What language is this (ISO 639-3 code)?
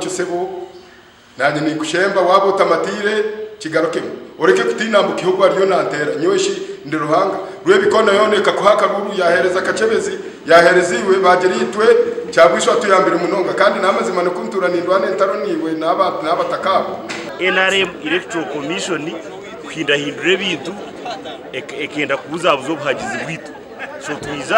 nyn